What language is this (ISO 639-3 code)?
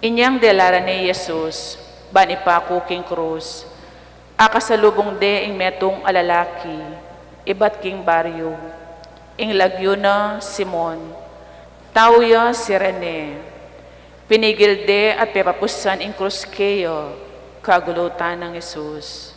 pam